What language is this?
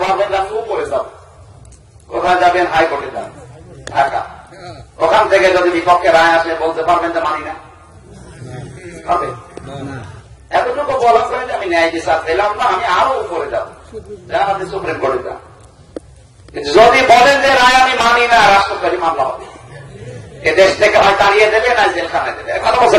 Bangla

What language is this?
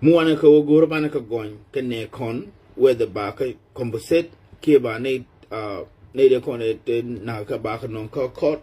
Nuer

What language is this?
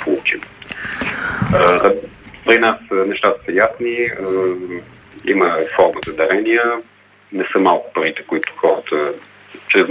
Bulgarian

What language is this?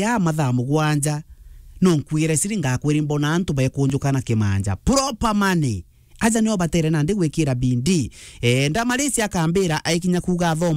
Meru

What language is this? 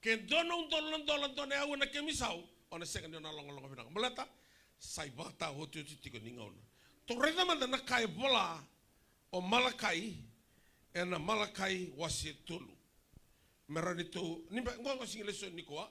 Fijian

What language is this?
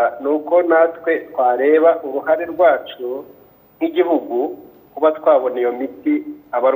Kinyarwanda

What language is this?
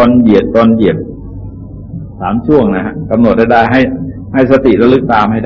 Thai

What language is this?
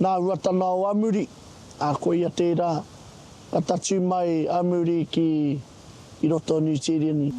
Māori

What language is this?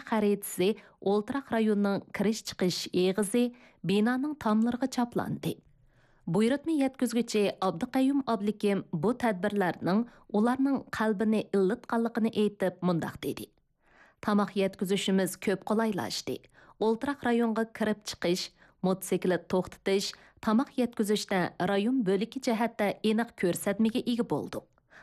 Uyghur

